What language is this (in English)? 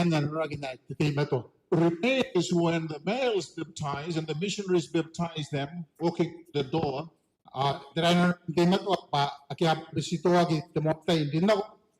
Gilbertese